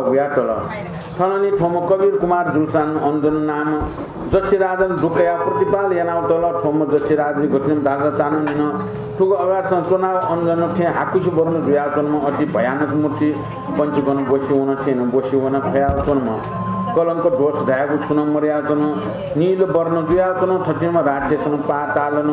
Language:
Newari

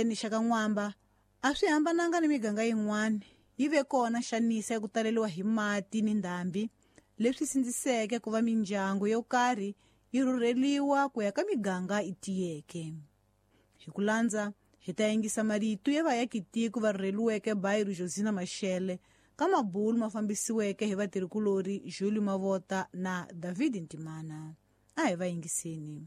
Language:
Tsonga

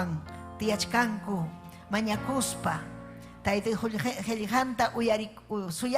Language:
Ayacucho Quechua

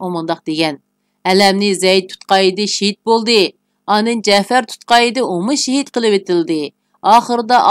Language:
Uyghur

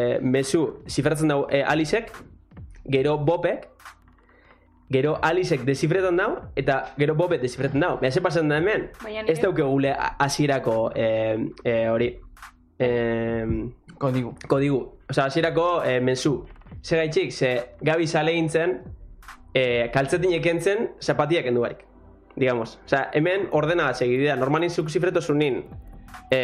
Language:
Basque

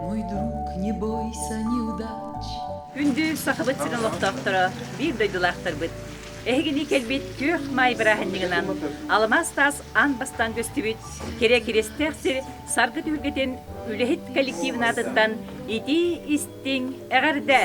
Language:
Yakut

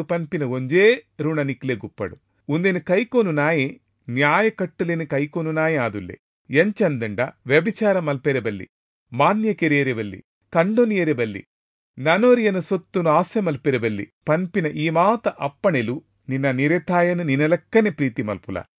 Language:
Tulu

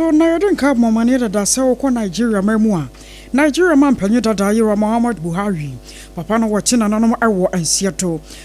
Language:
Akan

